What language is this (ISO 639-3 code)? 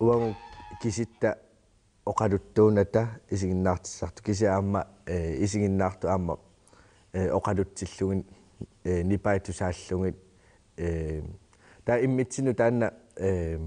kal